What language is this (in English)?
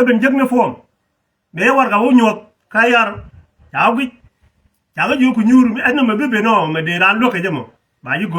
Nuer